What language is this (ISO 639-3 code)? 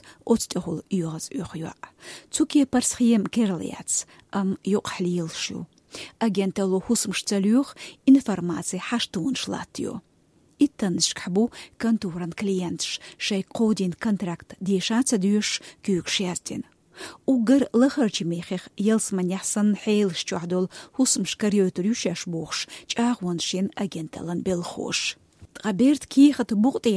che